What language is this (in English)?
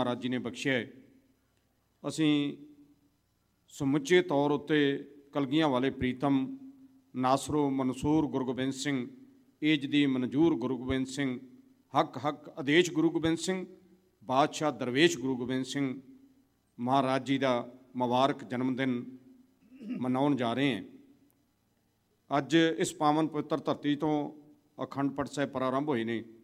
Punjabi